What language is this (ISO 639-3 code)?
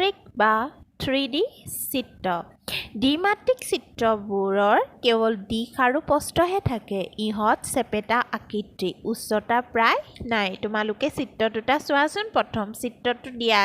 asm